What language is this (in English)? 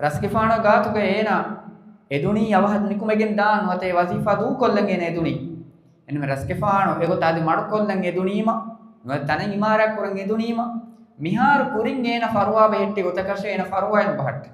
Divehi